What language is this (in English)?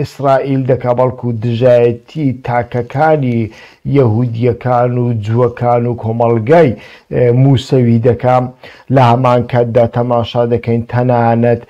Central Kurdish